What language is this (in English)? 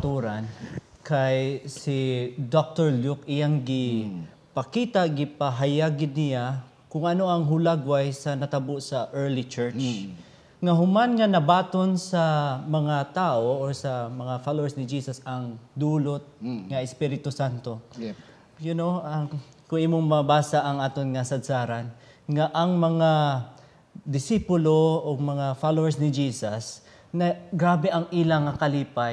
Hiligaynon